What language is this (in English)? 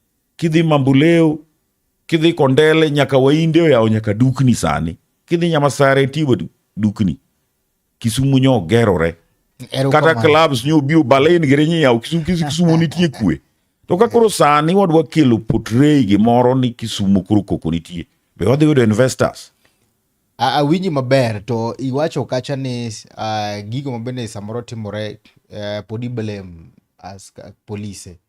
Luo (Kenya and Tanzania)